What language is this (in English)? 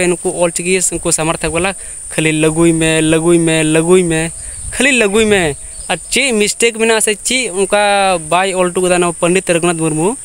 Santali